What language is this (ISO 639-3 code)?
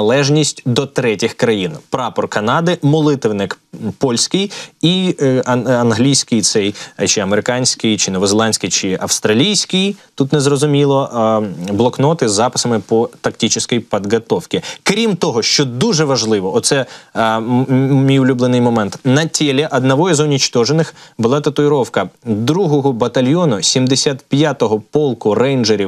ukr